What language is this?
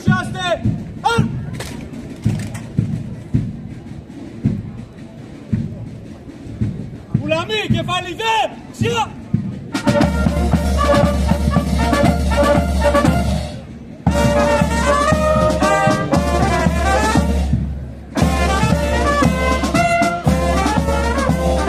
Greek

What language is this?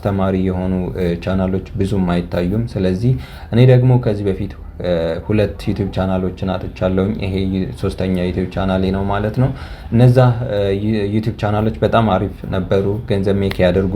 Amharic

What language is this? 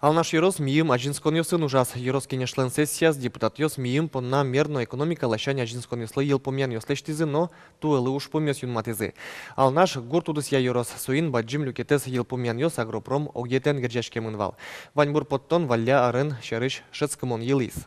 Udmurt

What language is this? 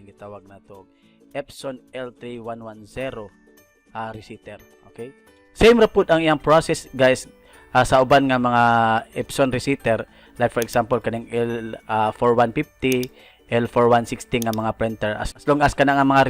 Cebuano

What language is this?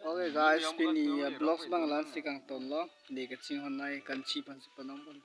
Karbi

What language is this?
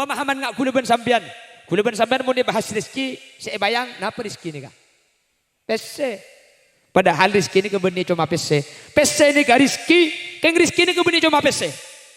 Madurese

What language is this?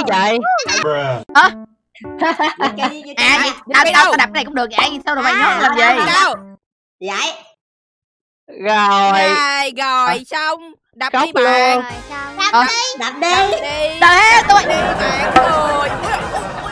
Vietnamese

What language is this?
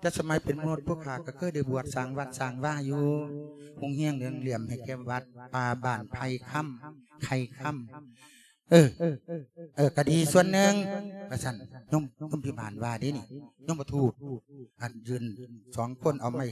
Lao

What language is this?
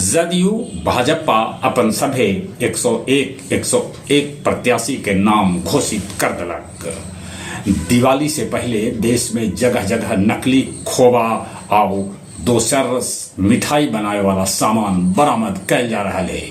Magahi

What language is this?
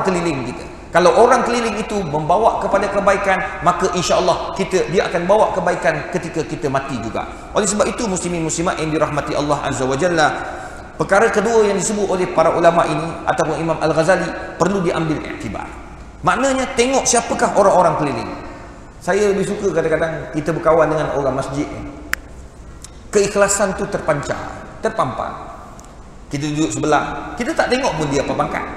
Malay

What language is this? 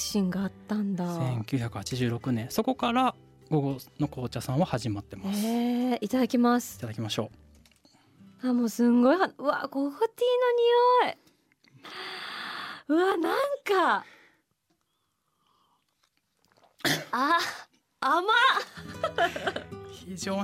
Japanese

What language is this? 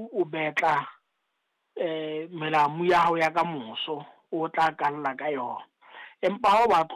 Southern Sotho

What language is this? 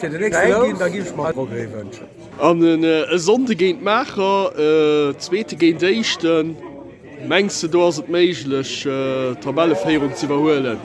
Luxembourgish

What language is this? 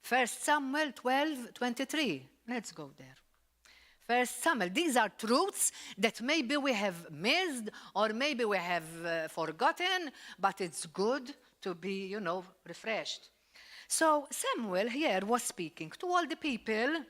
English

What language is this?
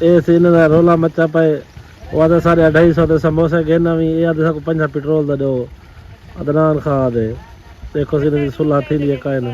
Saraiki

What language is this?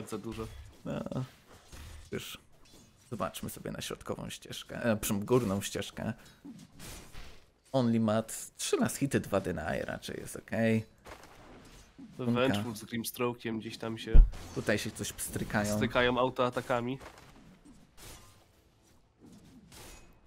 Polish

